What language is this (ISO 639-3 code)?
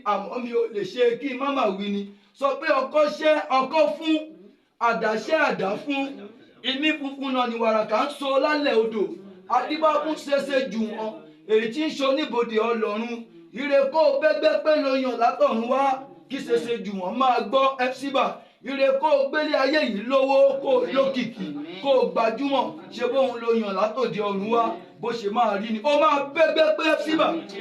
yor